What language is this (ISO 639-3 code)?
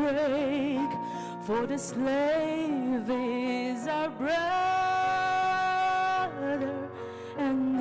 njo